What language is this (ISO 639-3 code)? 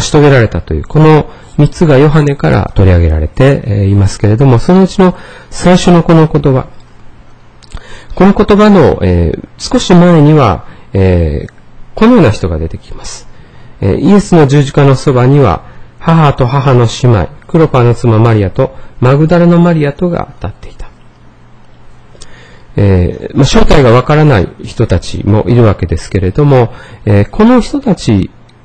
jpn